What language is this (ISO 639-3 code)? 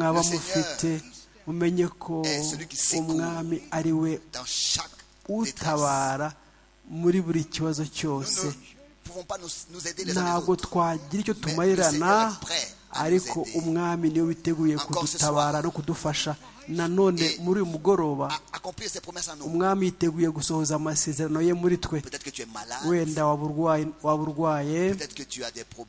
kin